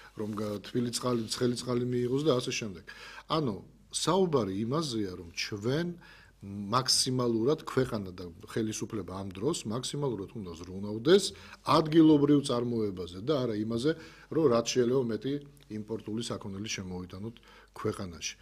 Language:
Georgian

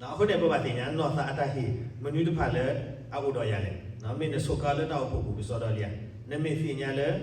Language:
S'gaw Karen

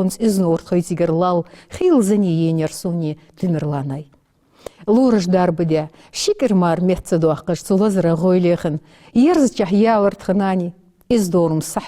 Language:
Ingush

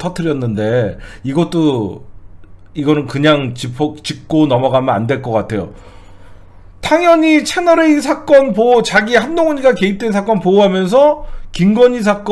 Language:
Korean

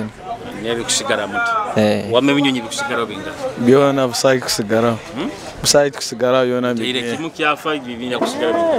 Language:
Nyoro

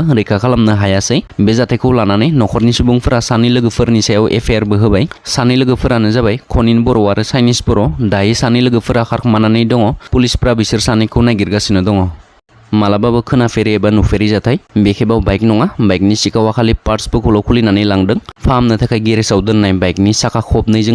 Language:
Bodo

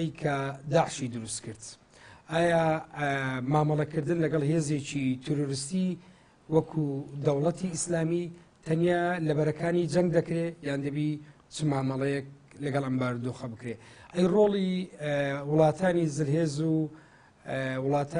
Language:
Central Kurdish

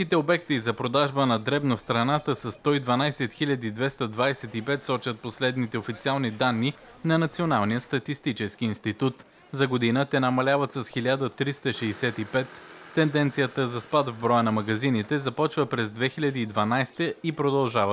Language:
Bulgarian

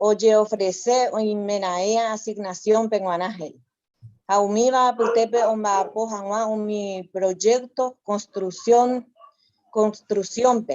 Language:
Guarani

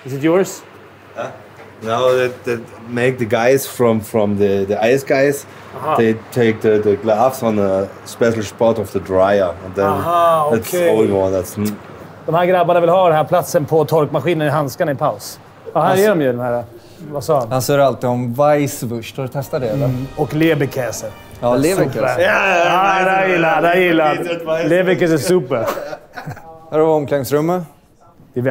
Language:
Swedish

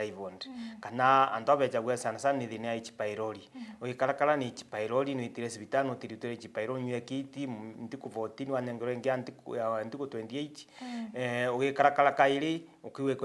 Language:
Meru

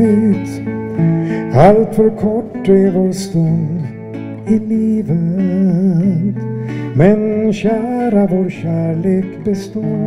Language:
Swedish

